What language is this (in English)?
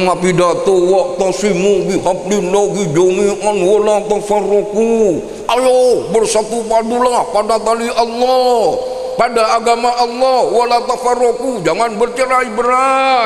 Madurese